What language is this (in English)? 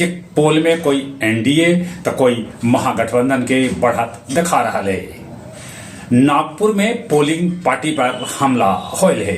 Magahi